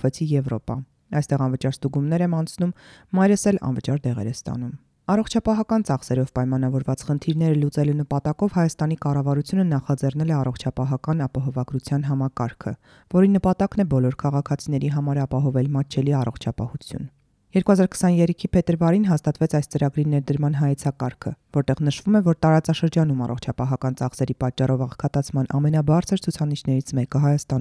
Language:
Armenian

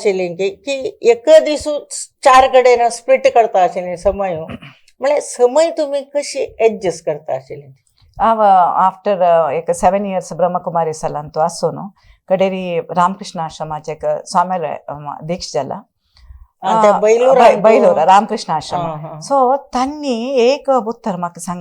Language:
Konkani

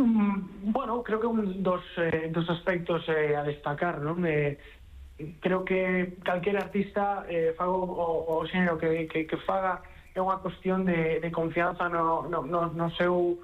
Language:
Galician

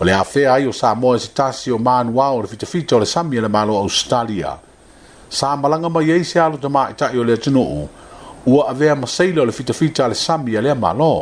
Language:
Samoan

